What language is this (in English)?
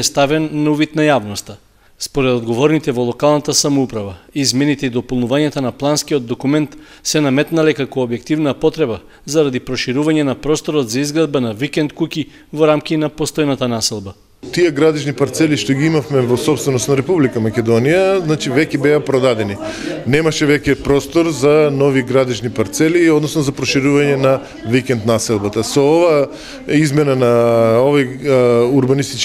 Macedonian